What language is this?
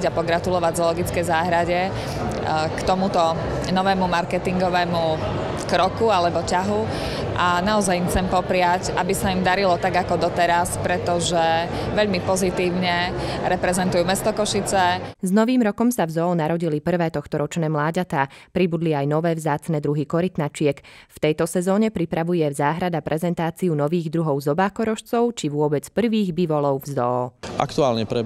Slovak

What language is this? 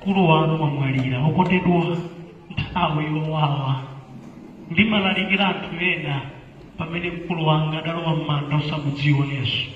Nyanja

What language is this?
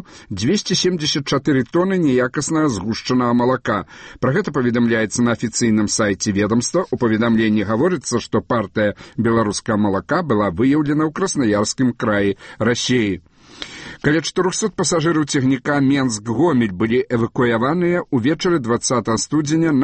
Belarusian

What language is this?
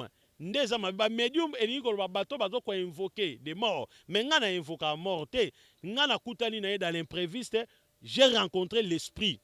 Lingala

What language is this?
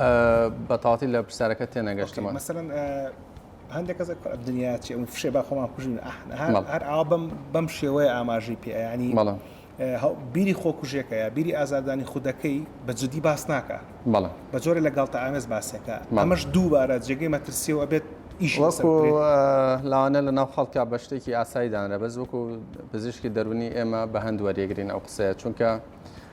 Central Kurdish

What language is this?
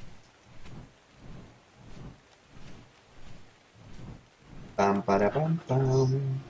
Swedish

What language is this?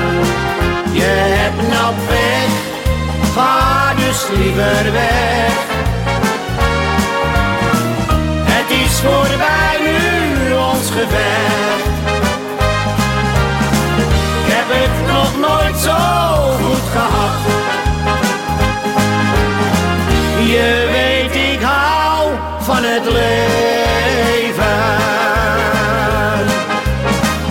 Dutch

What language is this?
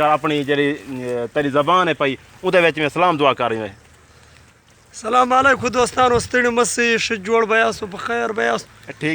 Saraiki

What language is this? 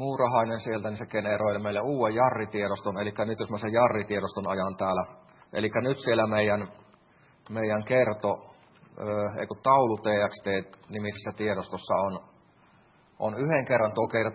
Finnish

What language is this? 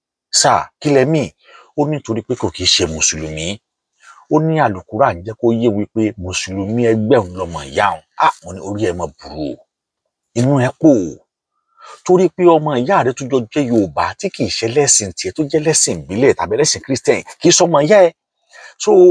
Yoruba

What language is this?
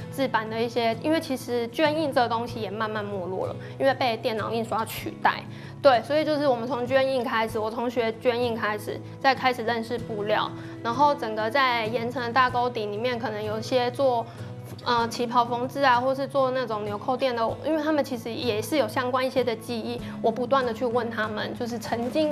Chinese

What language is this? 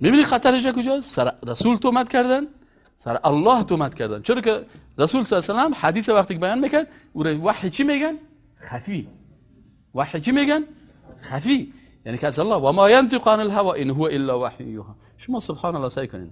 Persian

